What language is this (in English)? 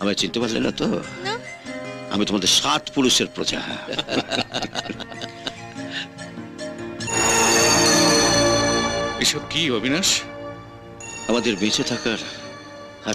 Bangla